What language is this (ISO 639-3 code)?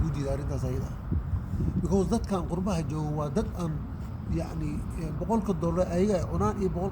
som